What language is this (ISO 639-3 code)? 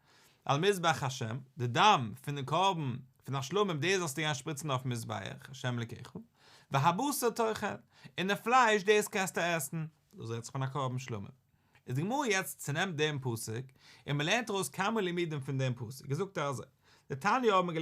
yid